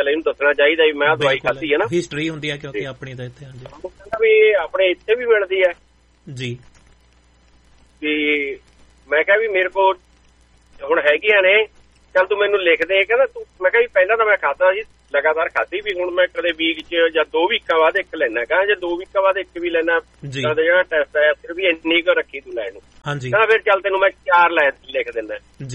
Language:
Punjabi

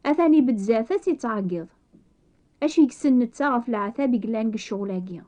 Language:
Kabyle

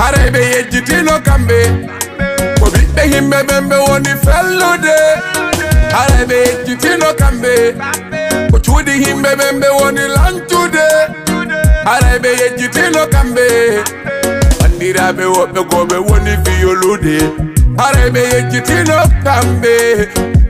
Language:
Fula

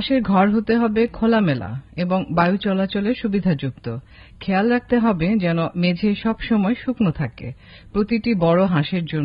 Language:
Bangla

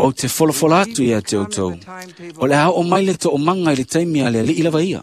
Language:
Samoan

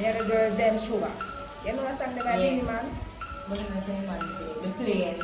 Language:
Jamaican Creole English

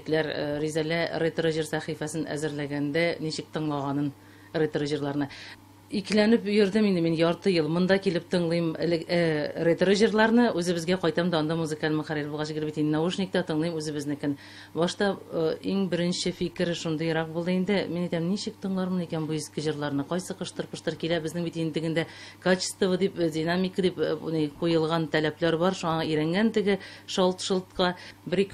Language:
Tatar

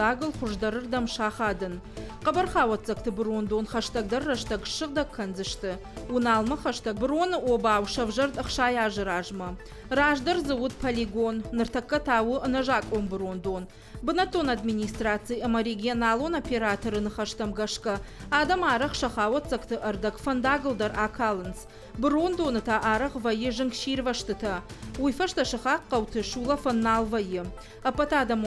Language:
Ossetic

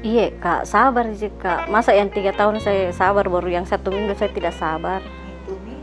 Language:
Makassar Malay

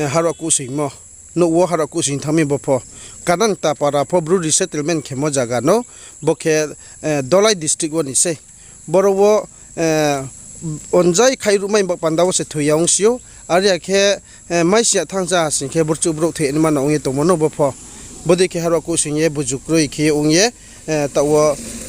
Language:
Riang (India)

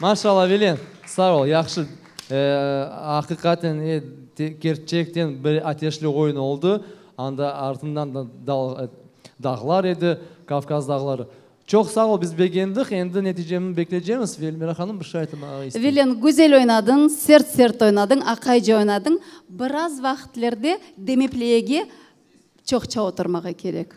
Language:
Crimean Tatar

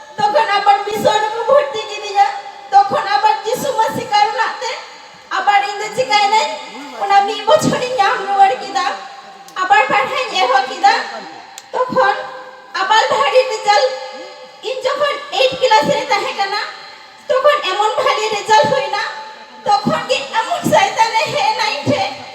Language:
Santali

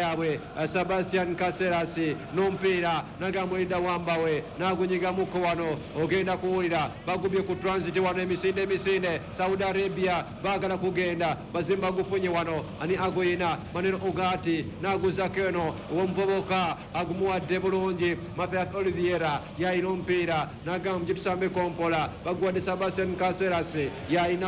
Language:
Ganda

